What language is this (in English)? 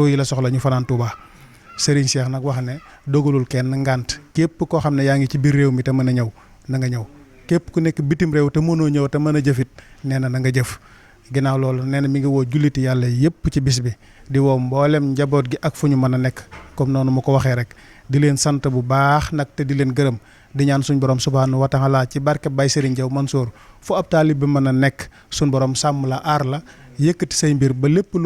Wolof